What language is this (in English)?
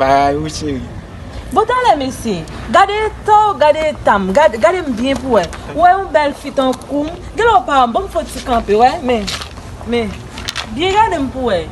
Haitian Creole